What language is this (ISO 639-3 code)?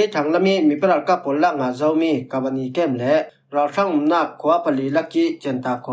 cfm